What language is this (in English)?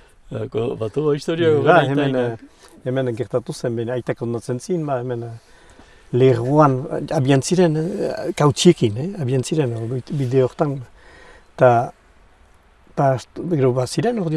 Basque